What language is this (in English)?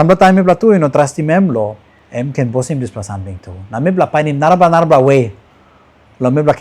Tok Pisin